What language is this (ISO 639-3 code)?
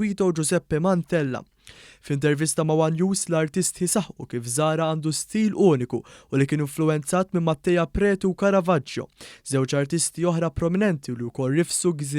mlt